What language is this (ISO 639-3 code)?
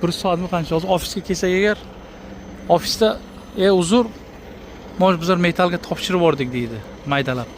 uzb